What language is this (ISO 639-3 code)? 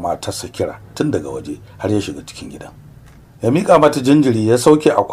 hau